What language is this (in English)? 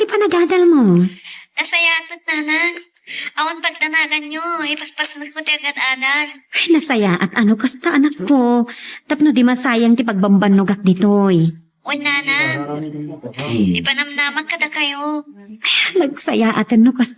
Iloko